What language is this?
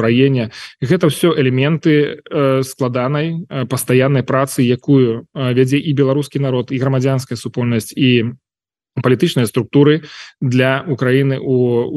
Belarusian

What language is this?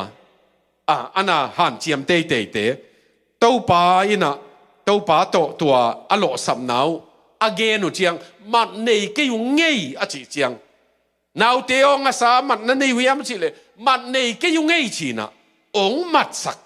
Tedim Chin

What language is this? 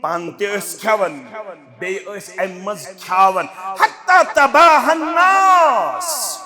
Kashmiri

